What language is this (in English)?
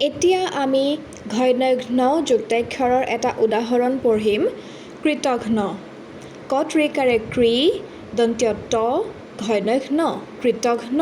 Assamese